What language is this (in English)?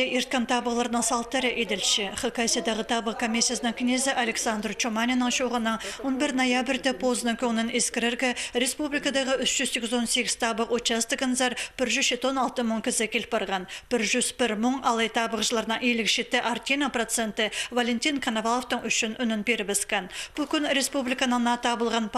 Khakas